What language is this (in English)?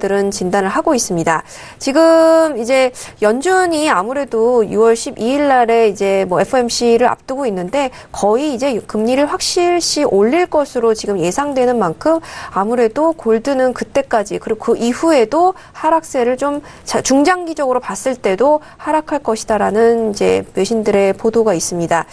Korean